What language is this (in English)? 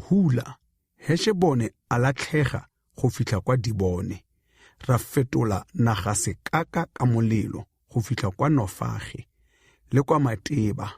Tswana